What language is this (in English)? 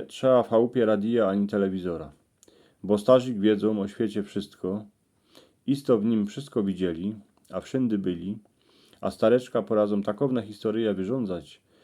Silesian